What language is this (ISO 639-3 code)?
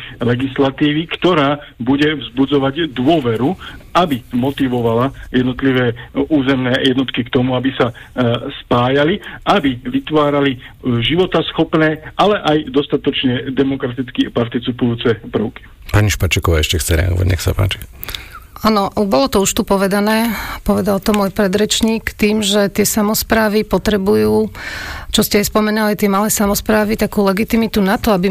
slk